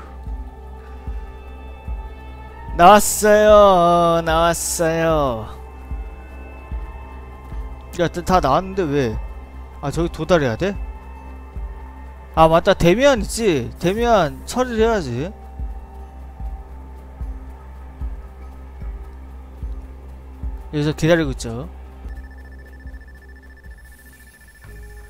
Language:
Korean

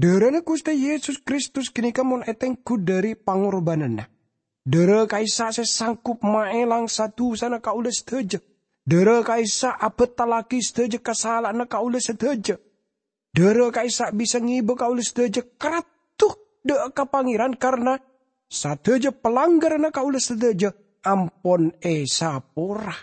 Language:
Madurese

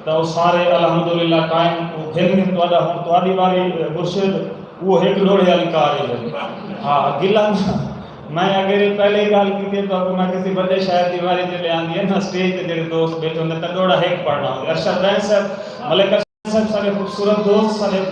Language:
Saraiki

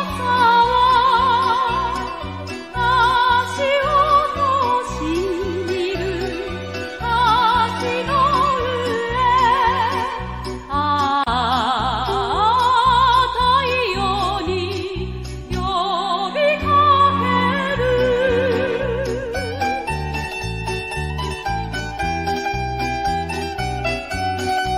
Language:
Japanese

